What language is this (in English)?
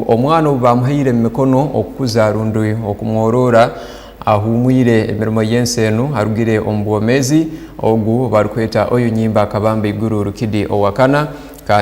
Tooro